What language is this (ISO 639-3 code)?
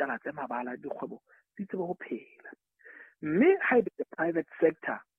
sot